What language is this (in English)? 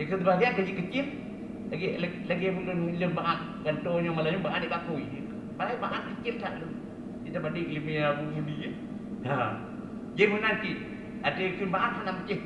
Achinese